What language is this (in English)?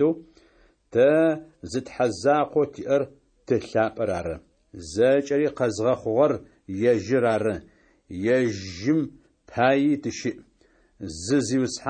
Adyghe